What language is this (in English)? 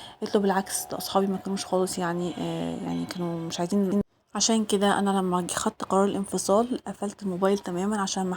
Egyptian Arabic